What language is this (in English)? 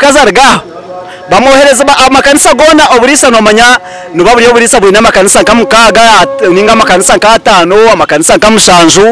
Nyankole